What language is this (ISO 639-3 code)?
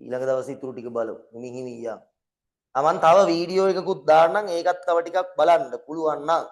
sin